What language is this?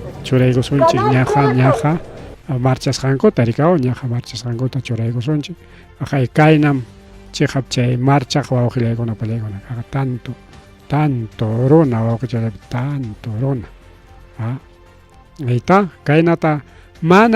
Ayacucho Quechua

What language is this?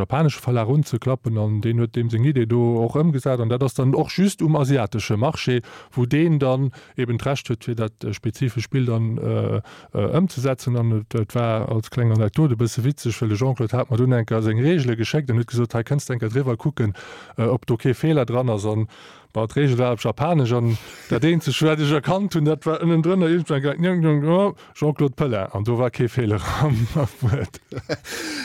Luxembourgish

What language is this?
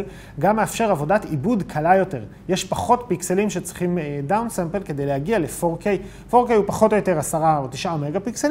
Hebrew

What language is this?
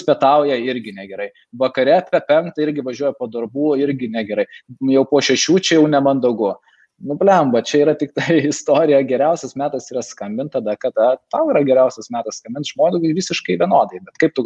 Lithuanian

